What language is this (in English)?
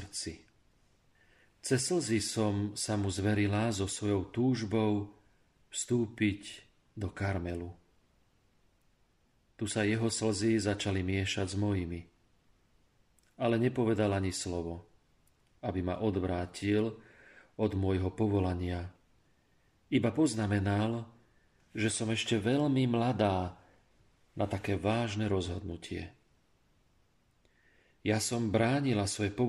Slovak